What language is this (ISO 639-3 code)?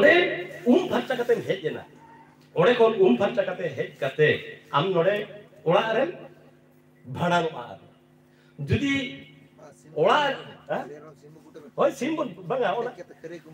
sat